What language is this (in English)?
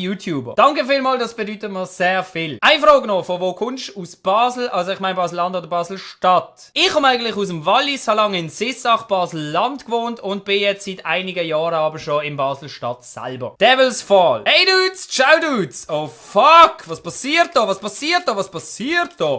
Swiss German